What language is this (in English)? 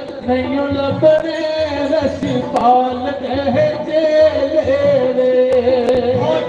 Dogri